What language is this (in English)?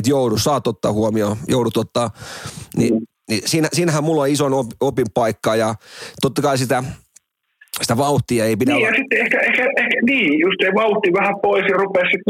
Finnish